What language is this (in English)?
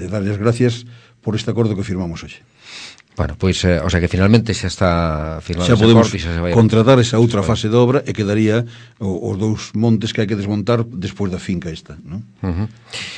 Galician